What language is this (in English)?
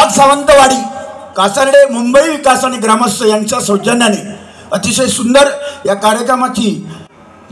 Marathi